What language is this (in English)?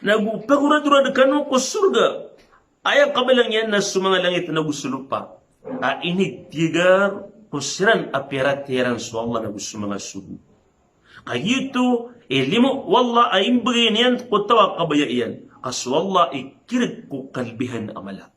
Maranao